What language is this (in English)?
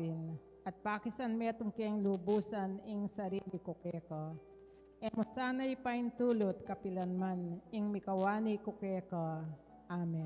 Pampanga